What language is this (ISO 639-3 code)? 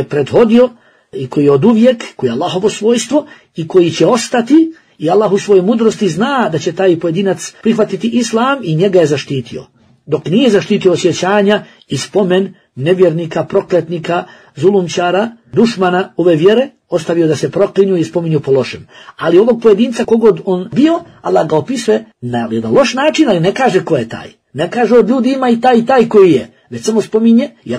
bos